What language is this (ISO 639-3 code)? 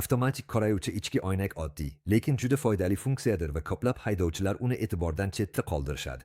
uzb